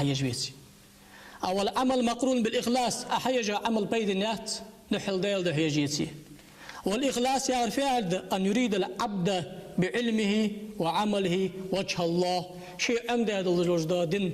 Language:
Ingush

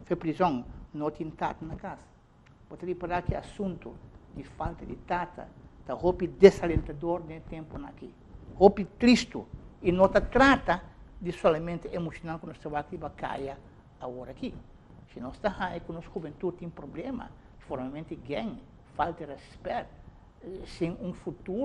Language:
Papiamento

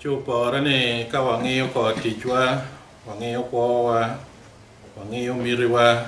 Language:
Acoli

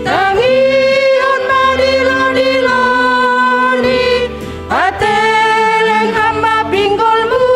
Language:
Batak Simalungun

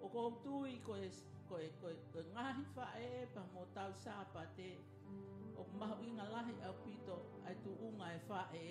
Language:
Tongan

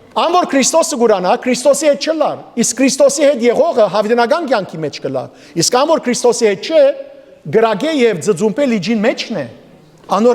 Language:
Western Armenian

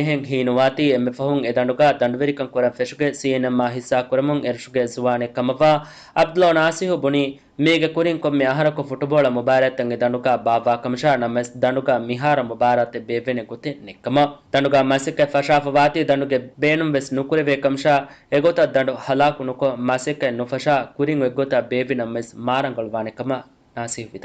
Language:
Divehi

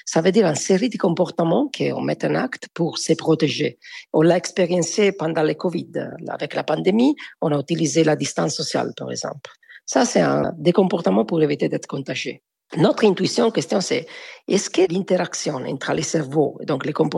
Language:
French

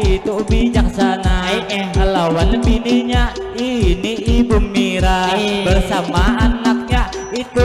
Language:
Banjar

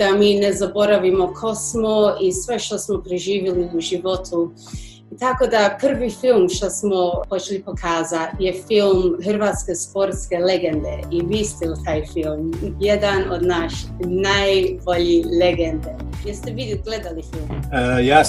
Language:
Croatian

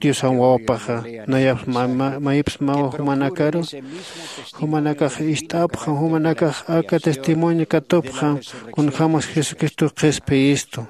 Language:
Aymara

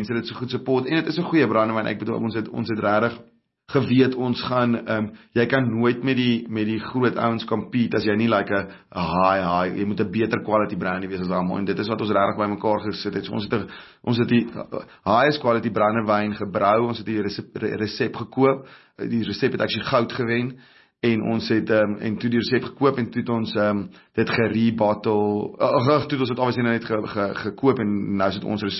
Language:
Afrikaans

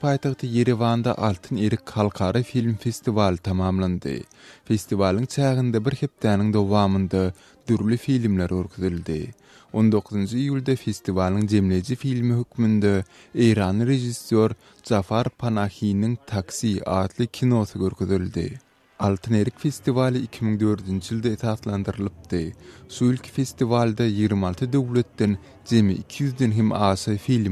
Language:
Turkmen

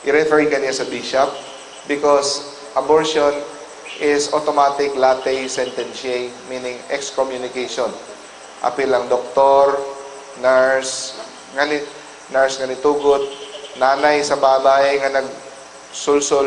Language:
Cebuano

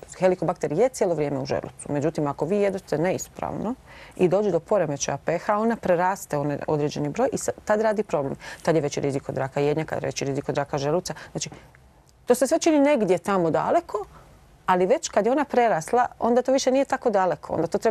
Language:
Croatian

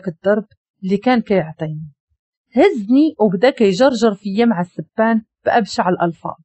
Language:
Moroccan Arabic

